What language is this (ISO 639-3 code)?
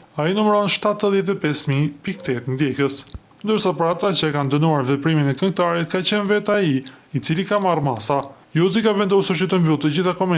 sqi